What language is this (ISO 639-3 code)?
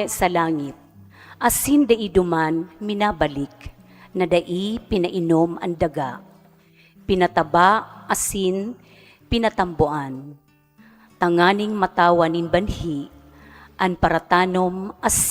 bik